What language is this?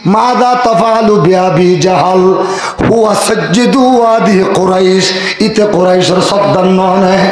Rohingya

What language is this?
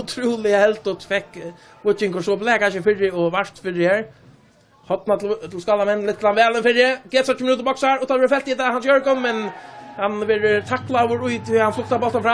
Faroese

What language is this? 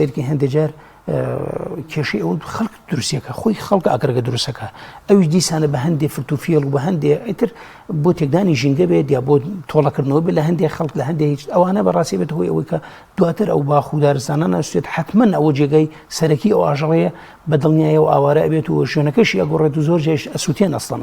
Central Kurdish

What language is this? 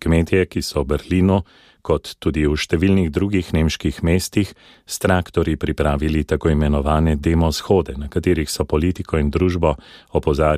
Slovenian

